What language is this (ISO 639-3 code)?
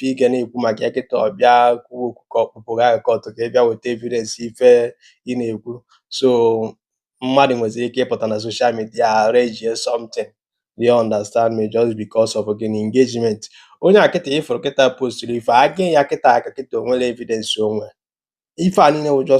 ibo